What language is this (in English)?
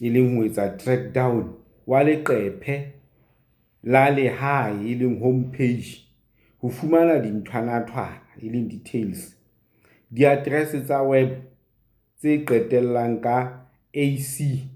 Southern Sotho